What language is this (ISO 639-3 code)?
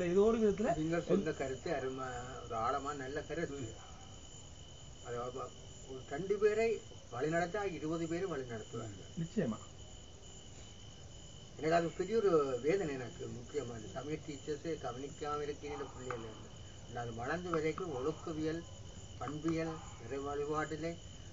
tam